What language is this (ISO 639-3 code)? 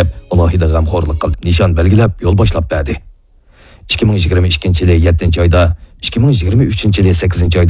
uig